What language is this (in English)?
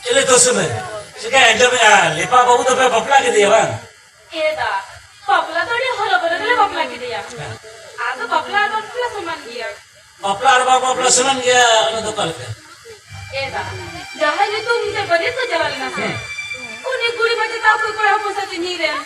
Santali